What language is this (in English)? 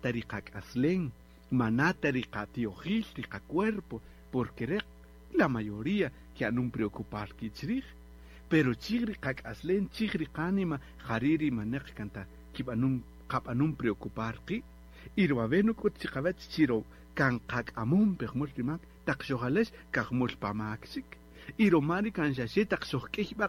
Kaqchikel